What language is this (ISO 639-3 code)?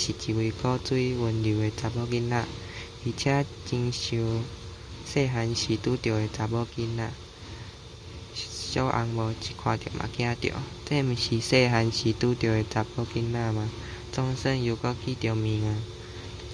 nan